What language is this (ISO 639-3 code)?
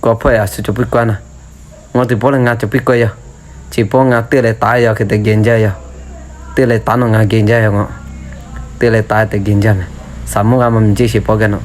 lhu